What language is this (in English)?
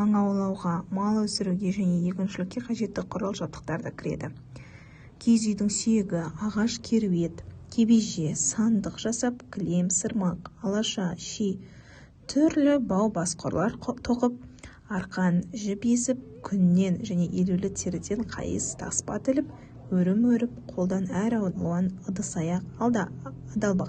Kazakh